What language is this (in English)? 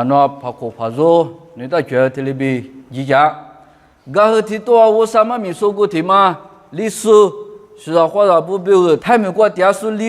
Lisu